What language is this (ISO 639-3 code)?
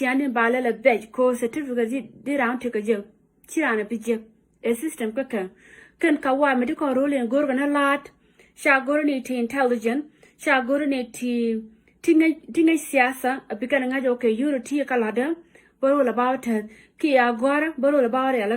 nus